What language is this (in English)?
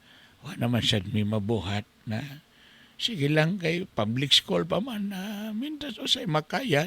Cebuano